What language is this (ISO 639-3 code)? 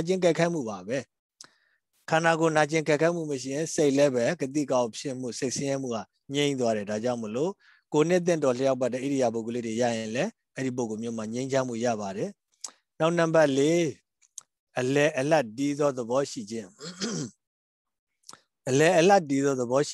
mya